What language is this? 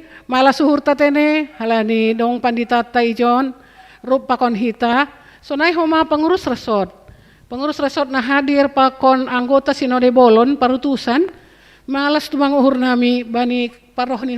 Batak Simalungun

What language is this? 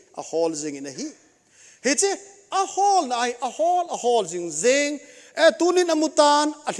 Thado Chin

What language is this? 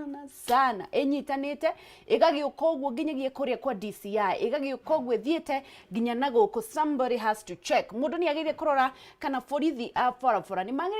Kikuyu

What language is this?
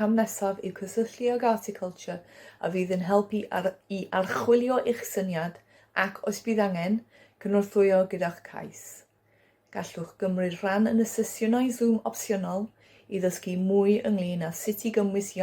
Welsh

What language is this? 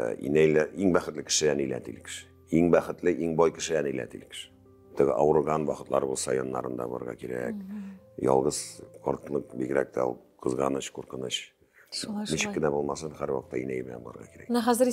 Tatar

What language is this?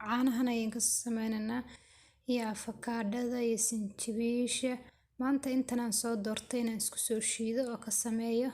Somali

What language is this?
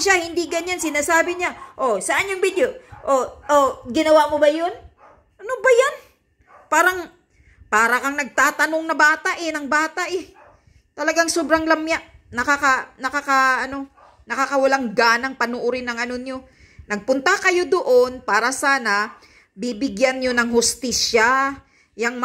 Filipino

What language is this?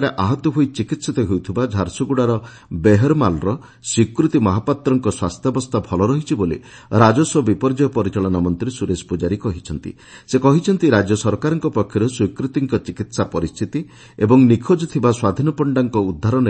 Odia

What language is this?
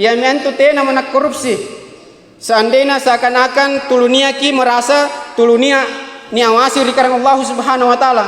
Makasar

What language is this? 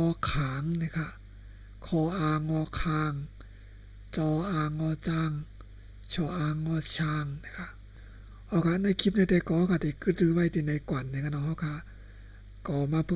Shan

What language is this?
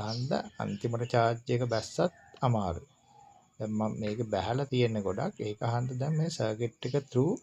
Sinhala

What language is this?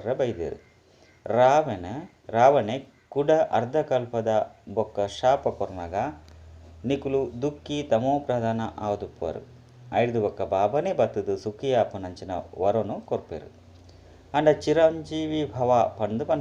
Tulu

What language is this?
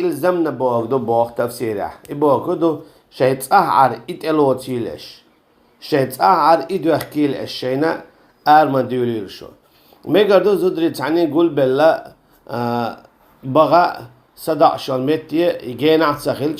Chechen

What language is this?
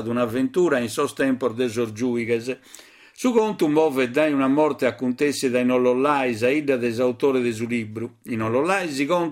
Sardinian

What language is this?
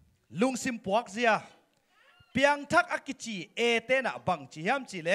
Tedim Chin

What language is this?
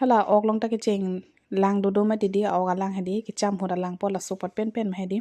Karbi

